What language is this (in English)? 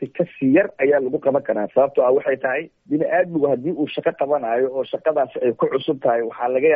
Somali